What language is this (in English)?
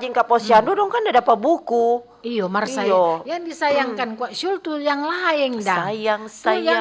Manado Malay